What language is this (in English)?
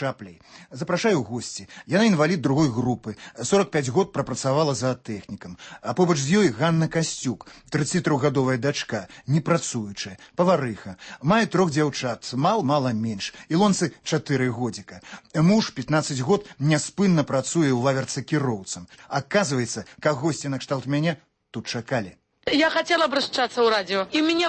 Belarusian